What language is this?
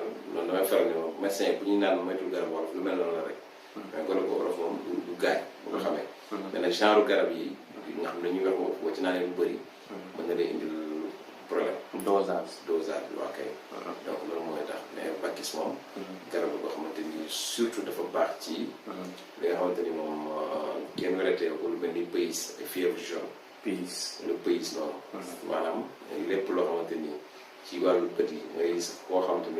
Wolof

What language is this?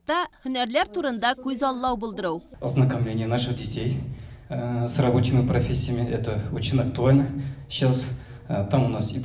Tatar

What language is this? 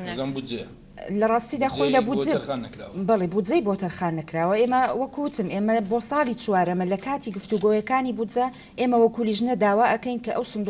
Central Kurdish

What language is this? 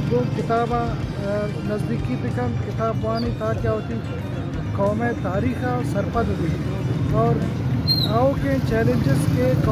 Baluchi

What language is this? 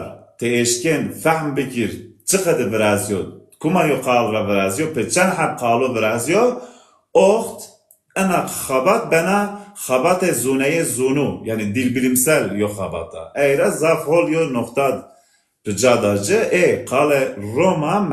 Zaza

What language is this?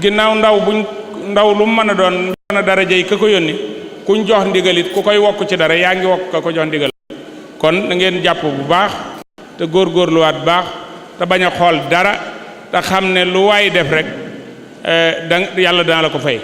Wolof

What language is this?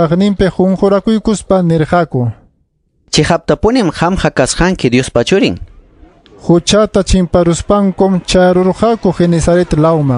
Ayacucho Quechua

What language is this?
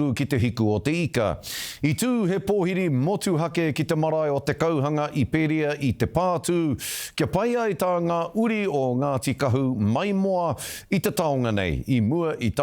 Māori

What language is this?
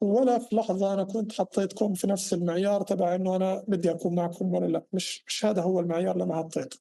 North Levantine Arabic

